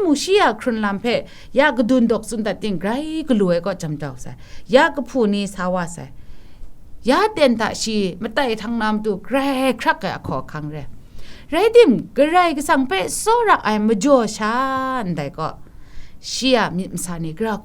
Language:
Kachin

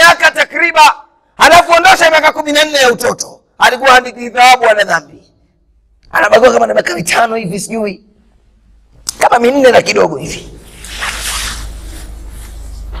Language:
Swahili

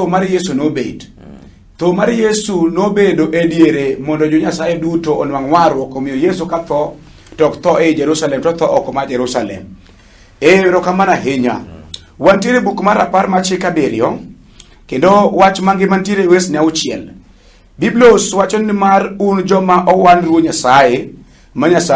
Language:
Luo (Kenya and Tanzania)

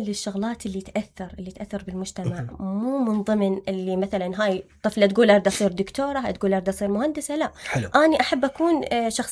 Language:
Mesopotamian Arabic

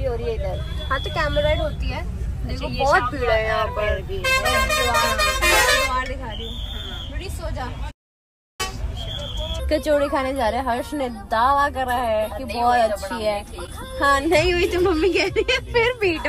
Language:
Hindi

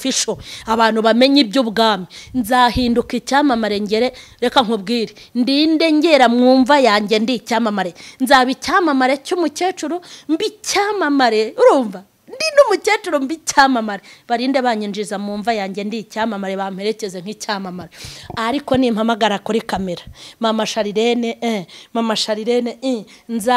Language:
Kinyarwanda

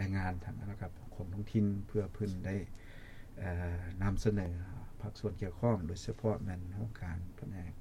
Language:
Lao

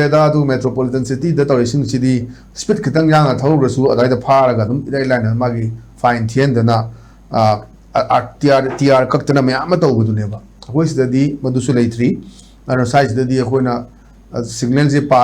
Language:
Manipuri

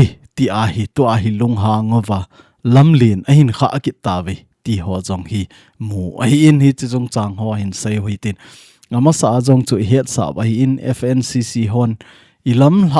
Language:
Thado Chin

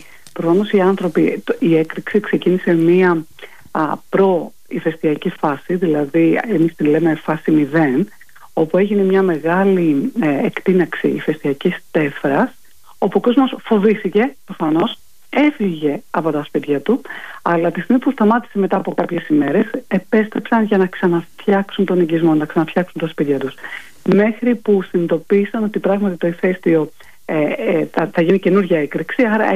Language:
Greek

